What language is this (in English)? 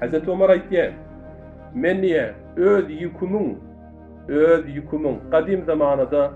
Turkmen